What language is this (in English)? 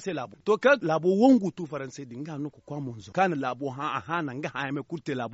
Zarma